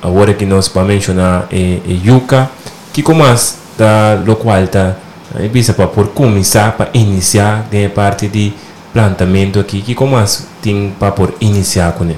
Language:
Papiamento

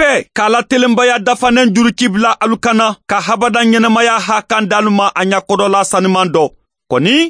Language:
Mandingo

